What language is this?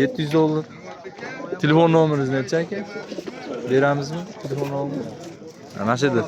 Uzbek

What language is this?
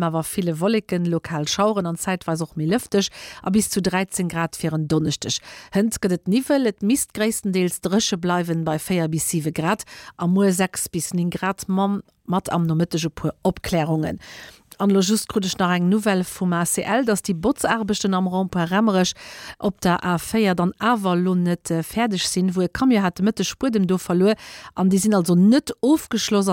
Luxembourgish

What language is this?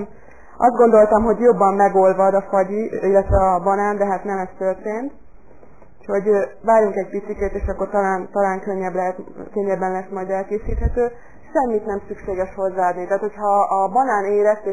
Hungarian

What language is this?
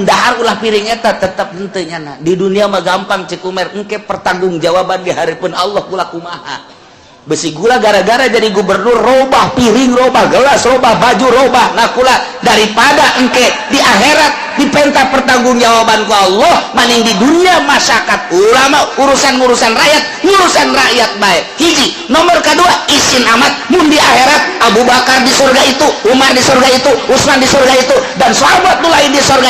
Sundanese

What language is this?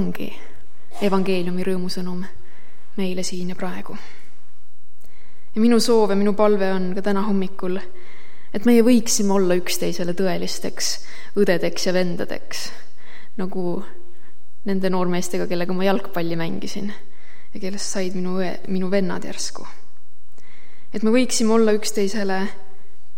Estonian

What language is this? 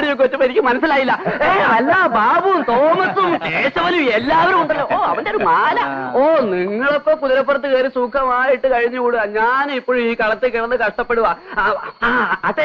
Malayalam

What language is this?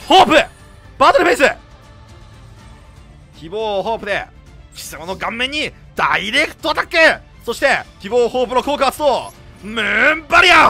Japanese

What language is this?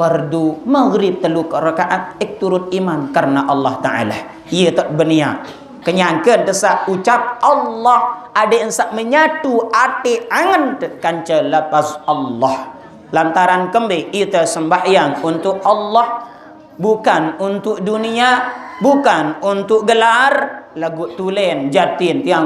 Sasak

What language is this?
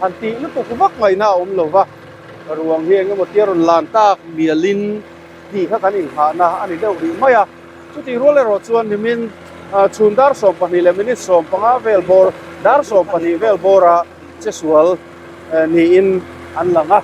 Mizo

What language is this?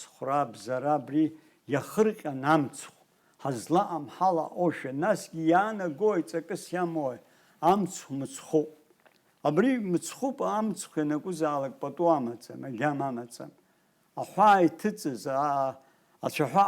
Abkhazian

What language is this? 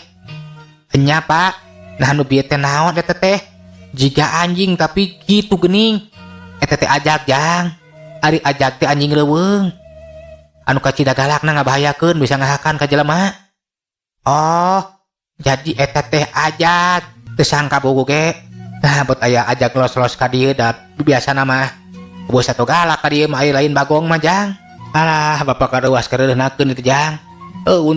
Sundanese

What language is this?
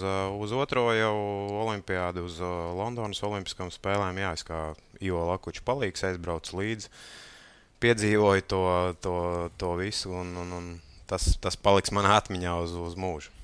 Latvian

